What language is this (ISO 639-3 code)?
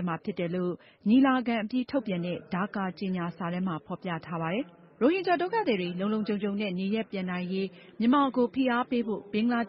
mya